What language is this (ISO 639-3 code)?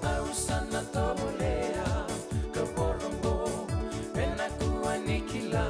fij